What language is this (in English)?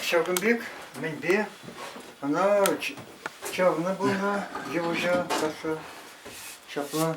Chuvash